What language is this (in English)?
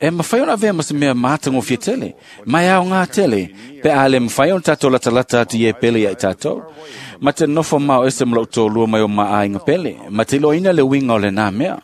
Samoan